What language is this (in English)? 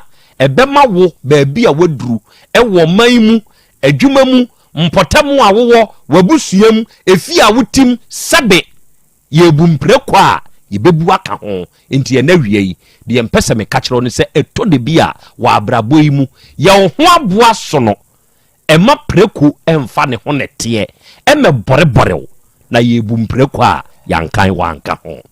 Akan